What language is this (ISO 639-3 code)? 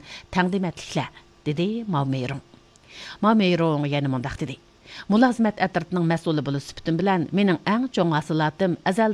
uig